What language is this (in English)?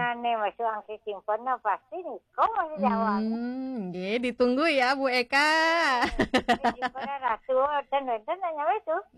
Balinese